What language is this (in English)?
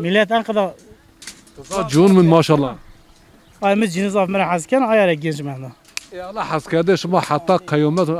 Zaza